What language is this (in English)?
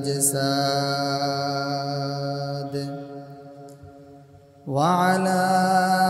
Bangla